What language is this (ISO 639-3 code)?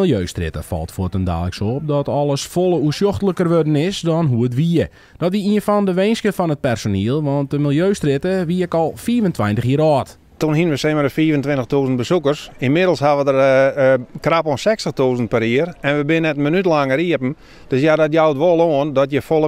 fry